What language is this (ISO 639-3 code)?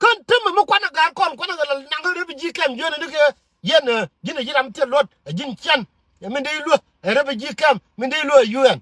nus